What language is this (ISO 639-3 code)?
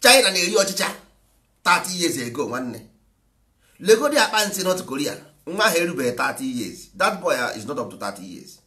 ibo